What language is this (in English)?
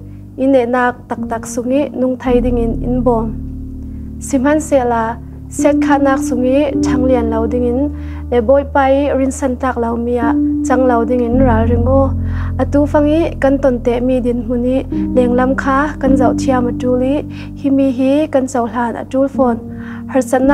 Falam Chin